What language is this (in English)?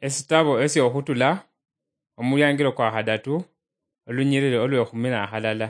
Luyia